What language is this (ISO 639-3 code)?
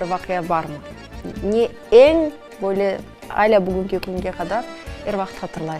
crh